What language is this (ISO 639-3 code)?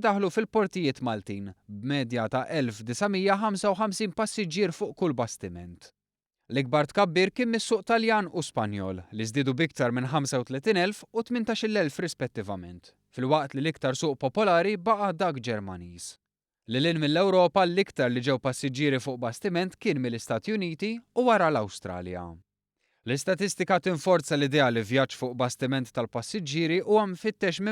mlt